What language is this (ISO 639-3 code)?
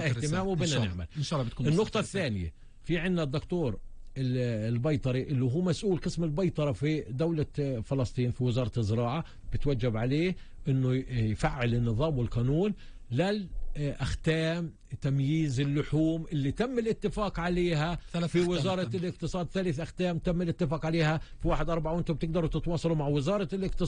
apc